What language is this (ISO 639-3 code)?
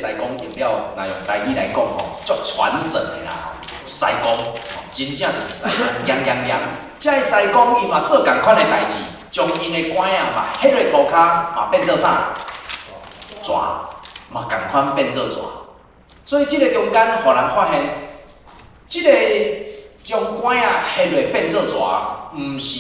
nan